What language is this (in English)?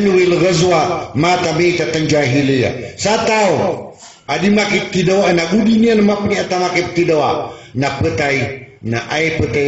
Maranao